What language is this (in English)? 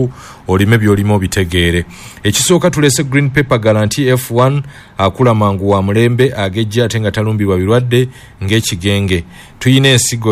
Ganda